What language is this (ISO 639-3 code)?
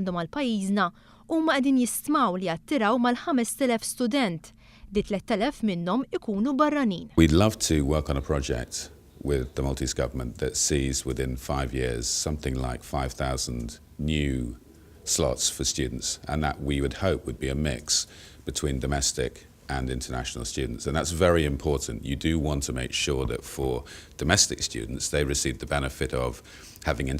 mlt